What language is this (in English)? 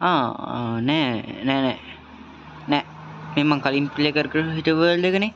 Sinhala